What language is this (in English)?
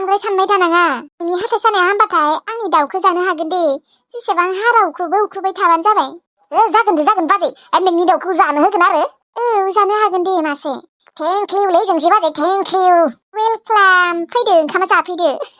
Bodo